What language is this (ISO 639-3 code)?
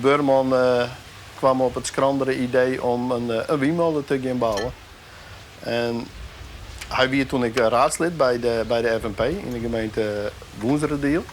fry